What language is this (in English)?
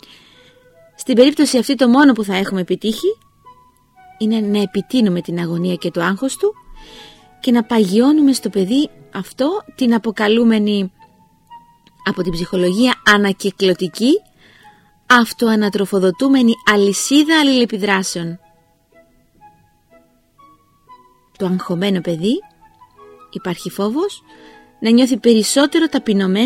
Greek